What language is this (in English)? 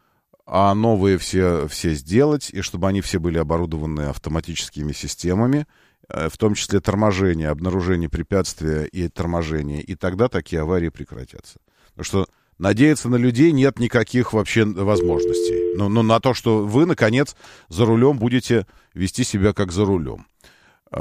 Russian